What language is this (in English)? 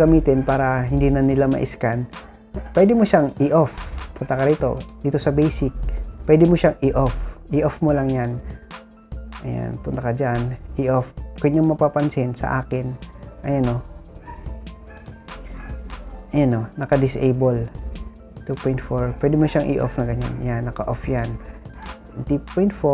Filipino